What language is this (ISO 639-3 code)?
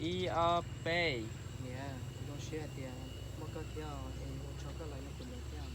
hmn